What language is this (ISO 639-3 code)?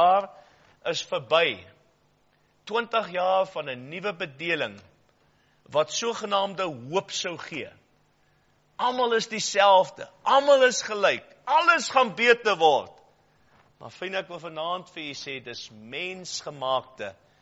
afr